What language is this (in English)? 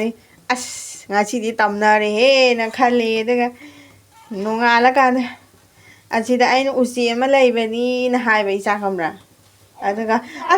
Manipuri